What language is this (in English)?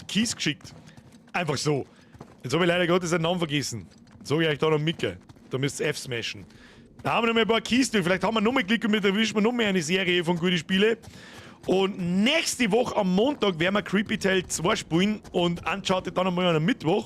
Bavarian